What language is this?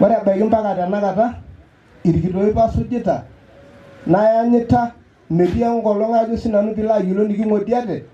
Masai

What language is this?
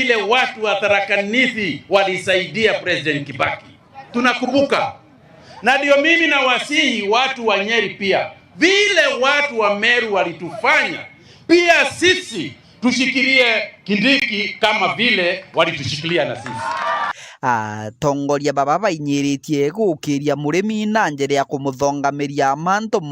Meru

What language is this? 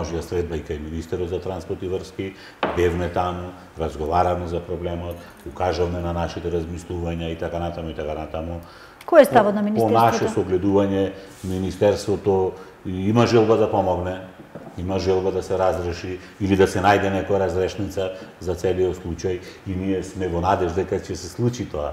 Macedonian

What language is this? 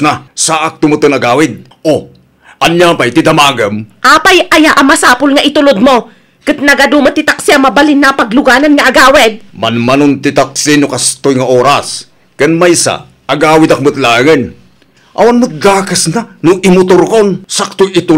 Iloko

